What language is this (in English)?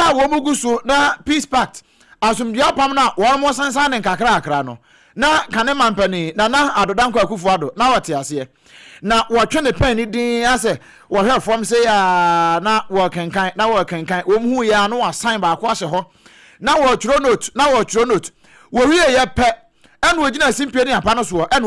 Akan